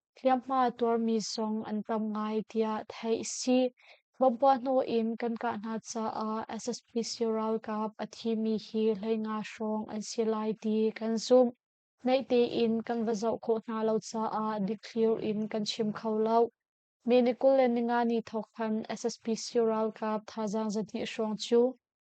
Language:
Hakha Chin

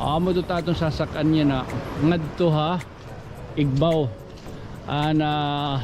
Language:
Waray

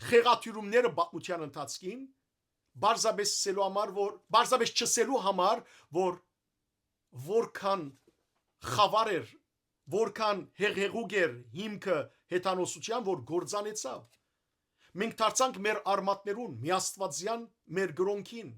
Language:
Western Armenian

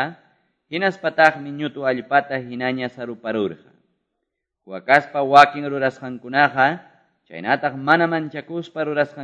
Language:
Quechua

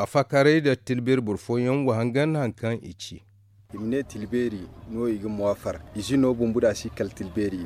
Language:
Zarma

